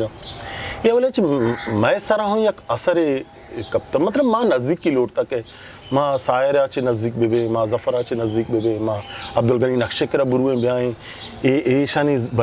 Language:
Eastern Balochi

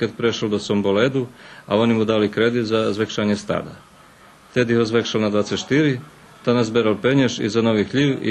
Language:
Rusyn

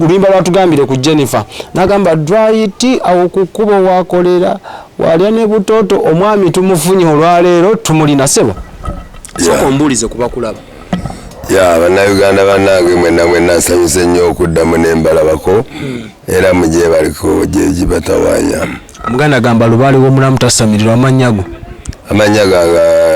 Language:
Ganda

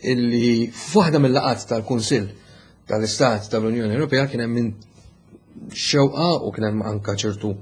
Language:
Maltese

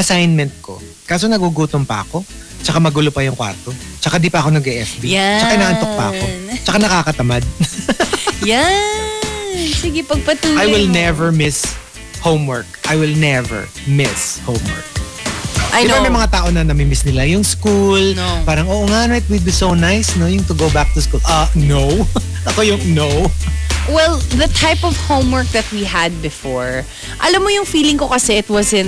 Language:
Filipino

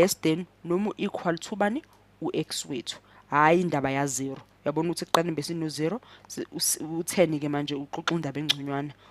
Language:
Zulu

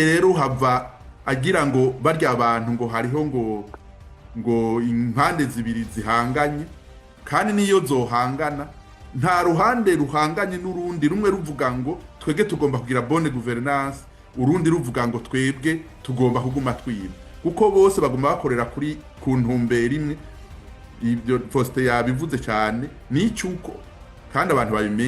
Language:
Rundi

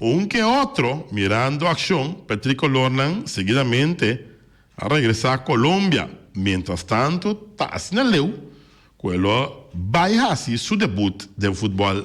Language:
Papiamento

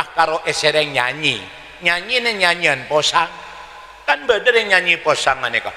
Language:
Madurese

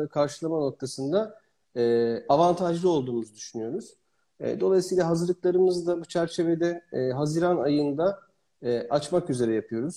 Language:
Turkish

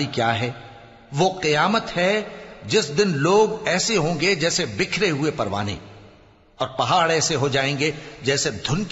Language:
Urdu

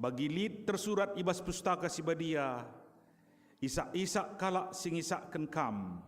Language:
Batak Karo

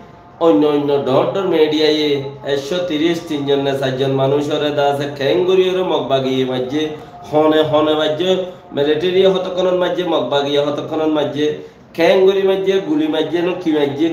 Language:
Rohingya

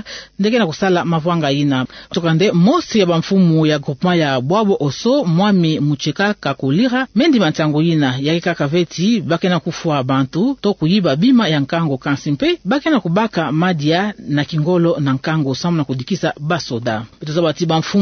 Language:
Kituba (Democratic Republic of Congo)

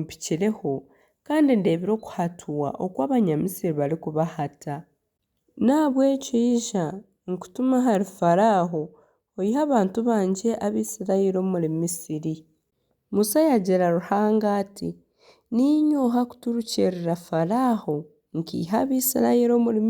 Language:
Nyankole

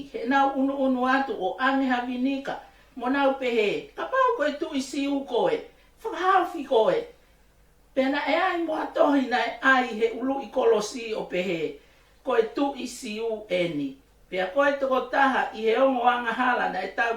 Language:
Tongan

